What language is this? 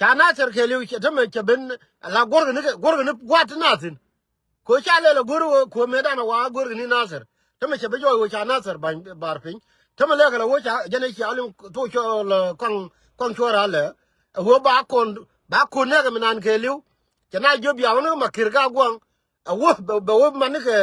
Nuer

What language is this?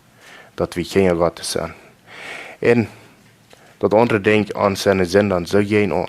Plautdietsch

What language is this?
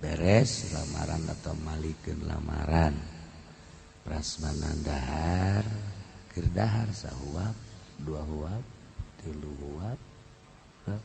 Sundanese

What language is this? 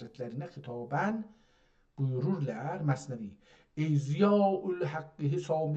South Azerbaijani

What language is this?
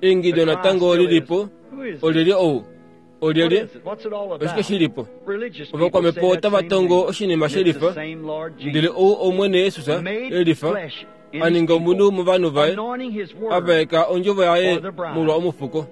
Kuanyama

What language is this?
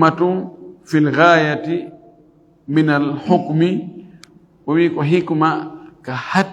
Fula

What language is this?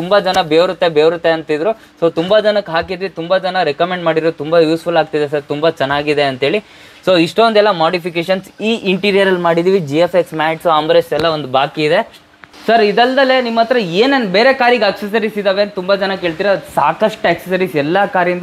Kannada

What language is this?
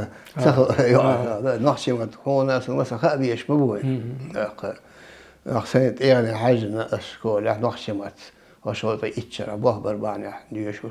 Chechen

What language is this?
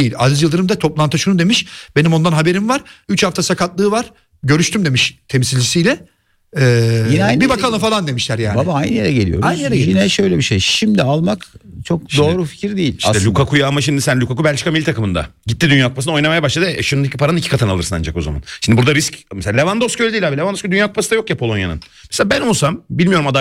Turkish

